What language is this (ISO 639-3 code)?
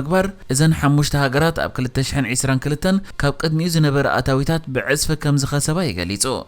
tir